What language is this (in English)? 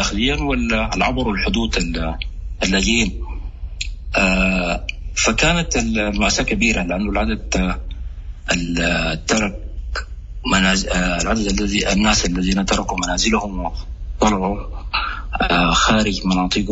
Sudanese Arabic